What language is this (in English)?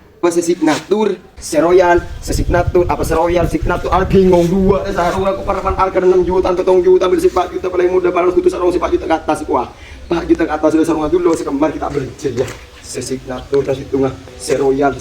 Madurese